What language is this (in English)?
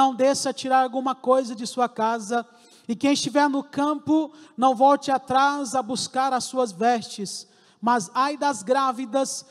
Portuguese